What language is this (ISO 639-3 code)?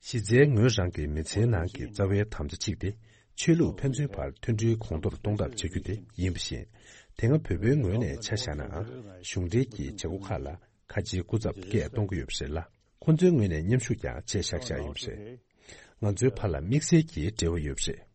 bod